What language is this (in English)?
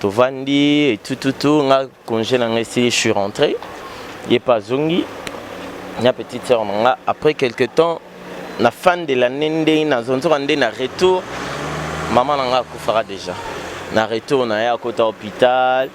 Lingala